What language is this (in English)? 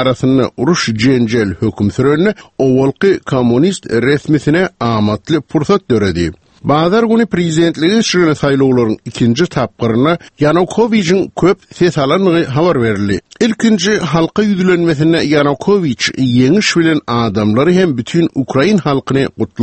Turkmen